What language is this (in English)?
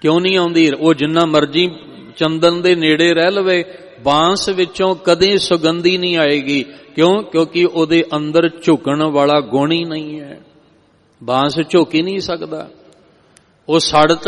Punjabi